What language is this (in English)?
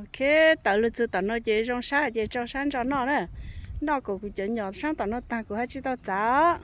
Hmong